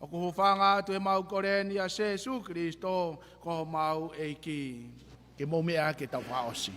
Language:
Tongan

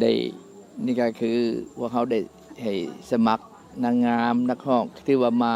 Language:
Lao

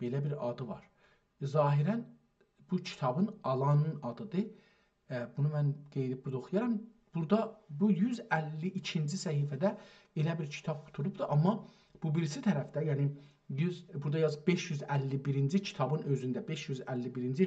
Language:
South Azerbaijani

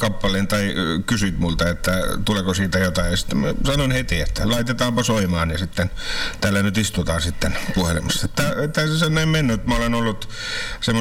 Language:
Finnish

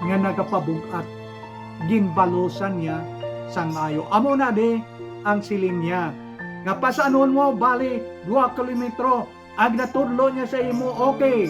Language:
Hiligaynon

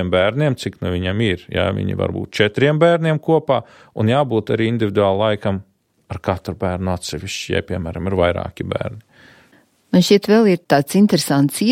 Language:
Latvian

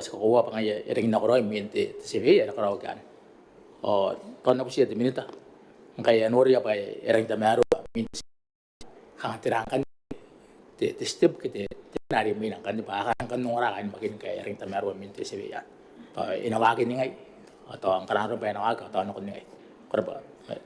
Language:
Gilbertese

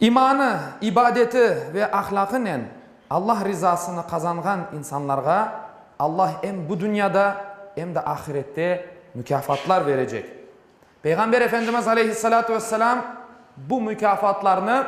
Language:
Crimean Tatar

